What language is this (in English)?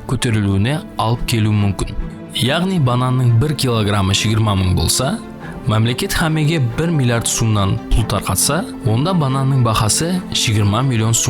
Kara-Kalpak